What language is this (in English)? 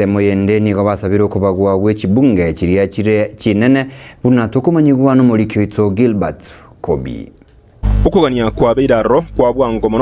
Gusii